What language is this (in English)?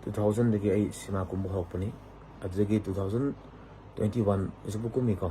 Manipuri